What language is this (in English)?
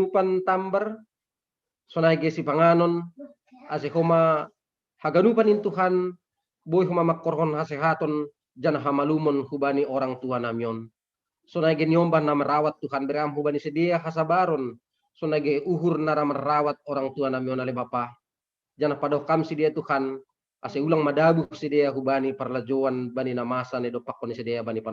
Batak Simalungun